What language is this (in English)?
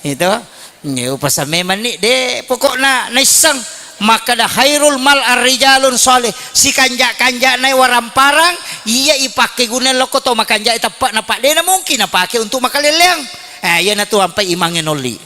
Buginese